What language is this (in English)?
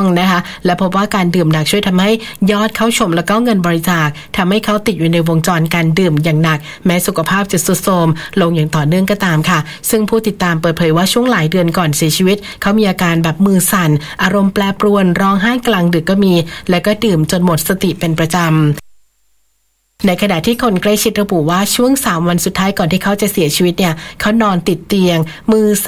Thai